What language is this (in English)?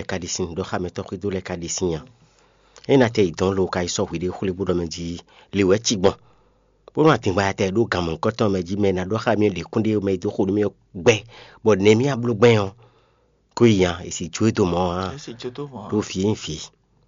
Fon